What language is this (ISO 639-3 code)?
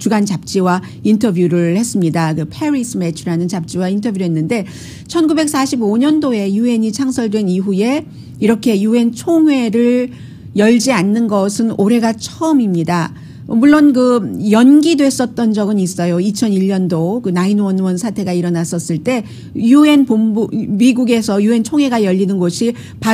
kor